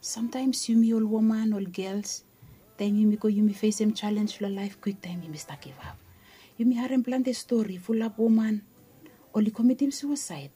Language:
Bislama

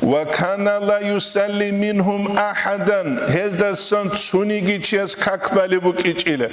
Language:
Avaric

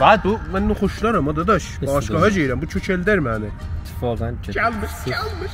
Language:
South Azerbaijani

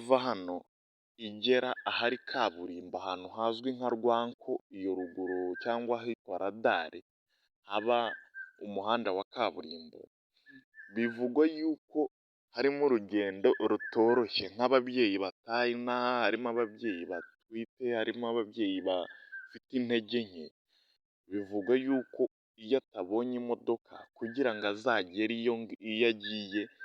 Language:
Kinyarwanda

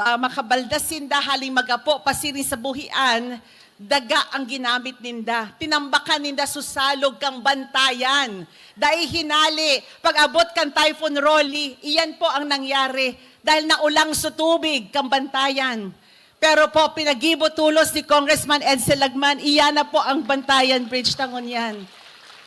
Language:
Bikol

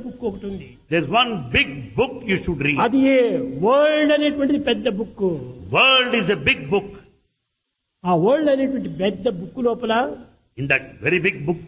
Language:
Telugu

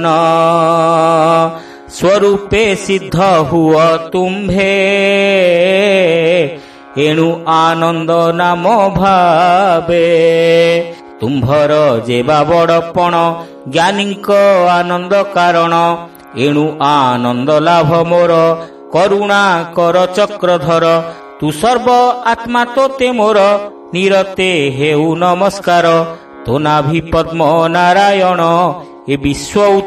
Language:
Odia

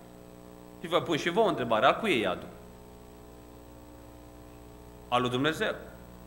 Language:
Romanian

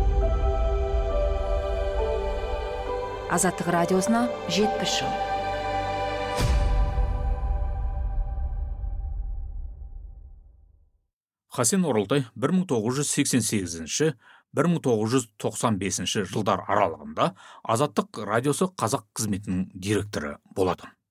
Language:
Kazakh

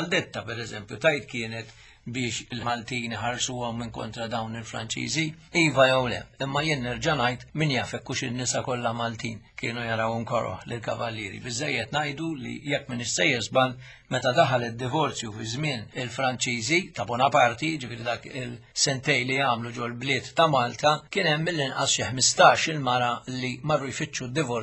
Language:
Maltese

